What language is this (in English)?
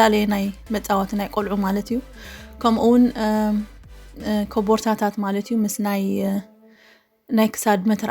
Tigrinya